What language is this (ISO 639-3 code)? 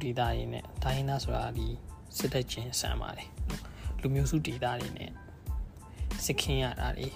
mya